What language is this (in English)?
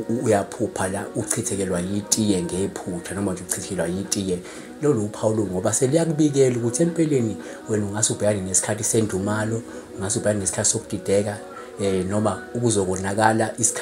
Zulu